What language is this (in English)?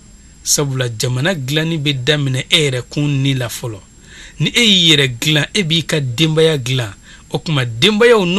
Bambara